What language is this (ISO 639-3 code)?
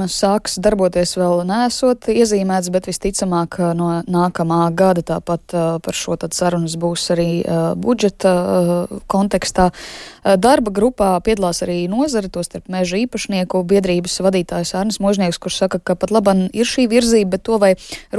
lav